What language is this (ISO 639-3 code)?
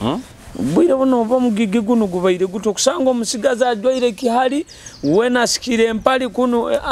nyo